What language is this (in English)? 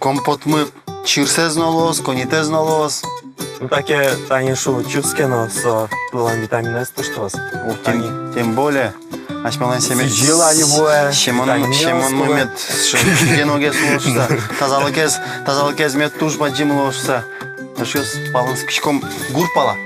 Udmurt